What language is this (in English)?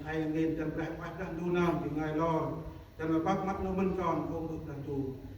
Central Mnong